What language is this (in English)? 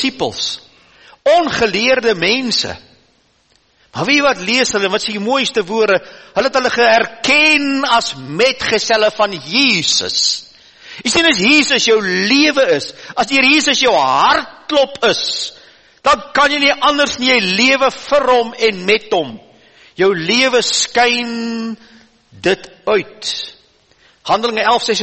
Afrikaans